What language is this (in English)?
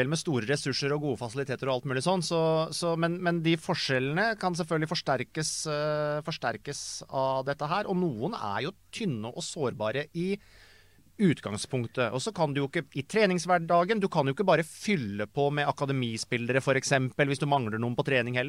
Norwegian